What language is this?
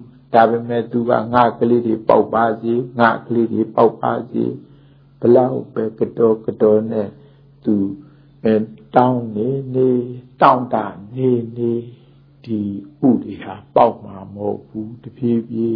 Burmese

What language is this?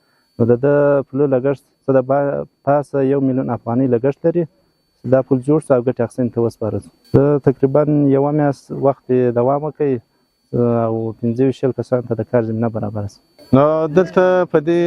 Pashto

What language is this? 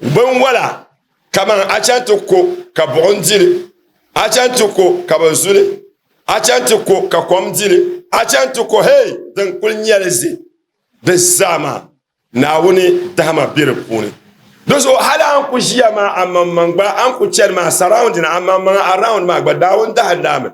Dagbani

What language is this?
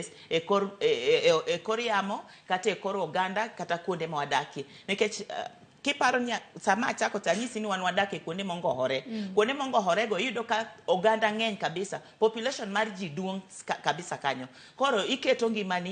Luo (Kenya and Tanzania)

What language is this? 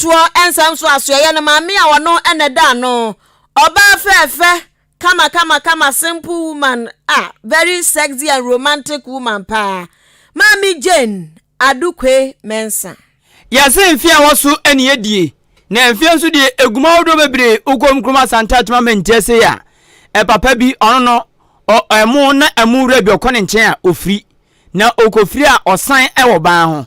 Akan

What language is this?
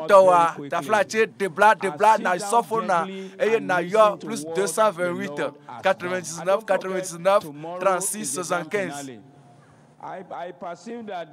Ewe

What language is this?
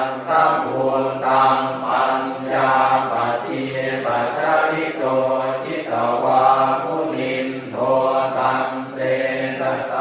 Pali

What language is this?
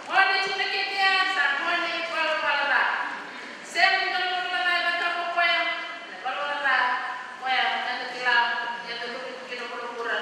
Fijian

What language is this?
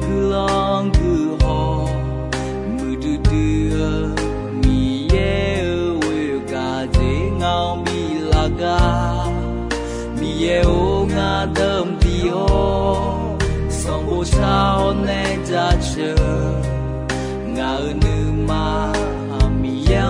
Akha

